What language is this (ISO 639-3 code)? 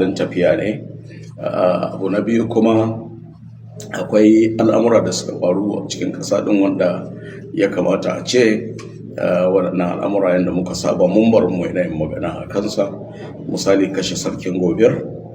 hau